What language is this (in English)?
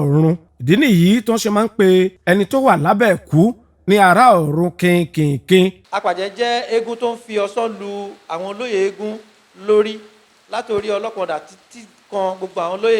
Yoruba